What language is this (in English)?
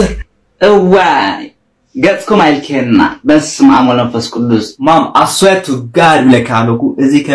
Tigrinya